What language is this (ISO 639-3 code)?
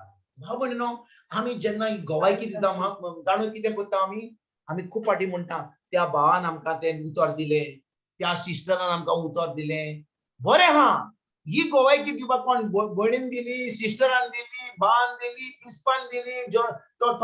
kok